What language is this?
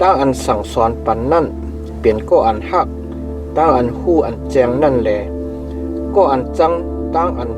Shan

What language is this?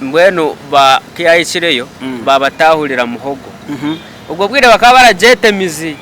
Nyankole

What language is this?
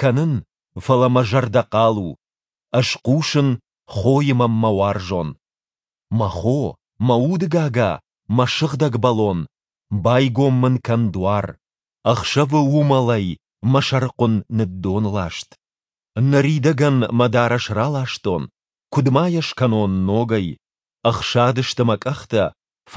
Ossetic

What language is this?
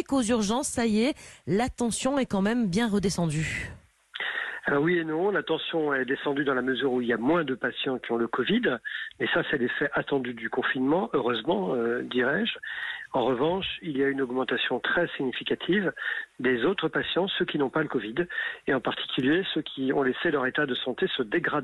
French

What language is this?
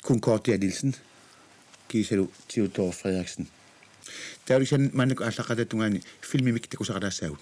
Kalaallisut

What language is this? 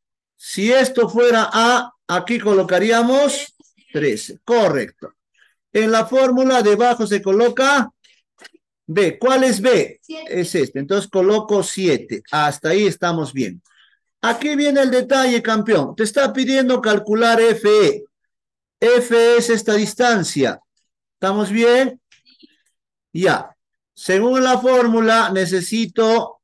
Spanish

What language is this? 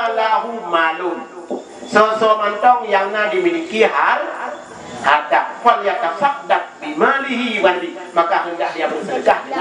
Achinese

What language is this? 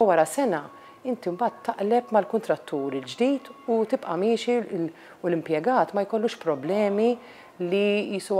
Maltese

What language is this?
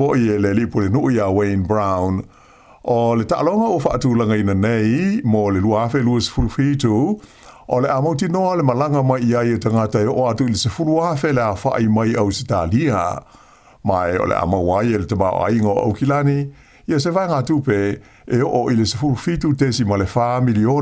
Samoan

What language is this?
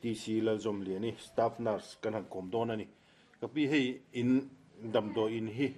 Mizo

